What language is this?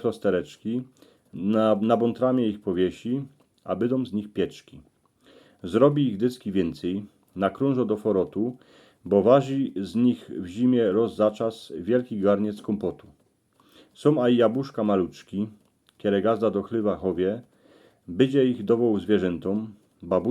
Silesian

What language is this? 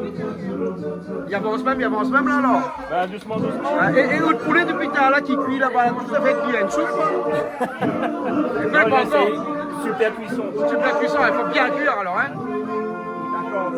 Réunion Creole French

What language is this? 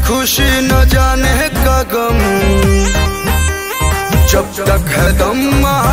Bhojpuri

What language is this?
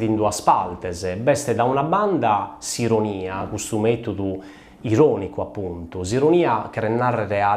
Sardinian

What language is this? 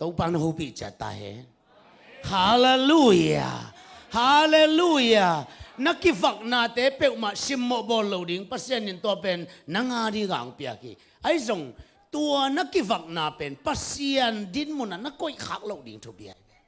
Tedim Chin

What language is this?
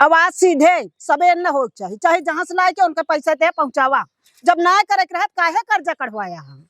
Awadhi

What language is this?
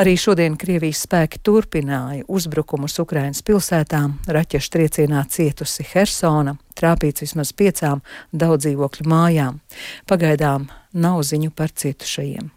Latvian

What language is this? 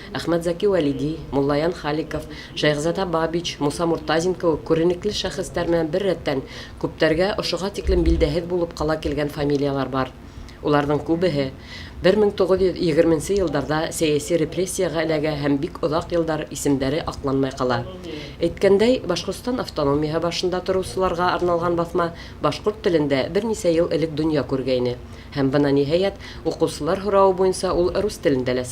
Bashkir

